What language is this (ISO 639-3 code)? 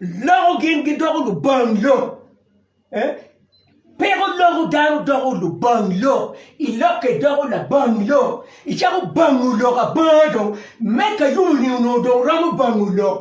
ach